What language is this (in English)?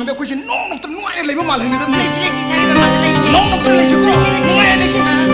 Manipuri